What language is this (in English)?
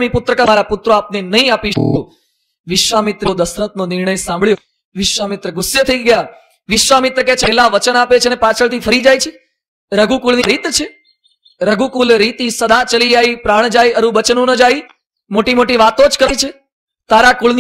Gujarati